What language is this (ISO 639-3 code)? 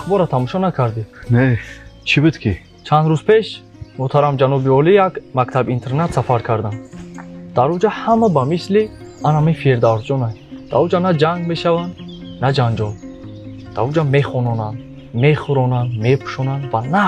tgk